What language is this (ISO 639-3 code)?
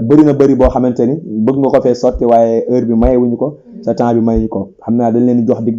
wol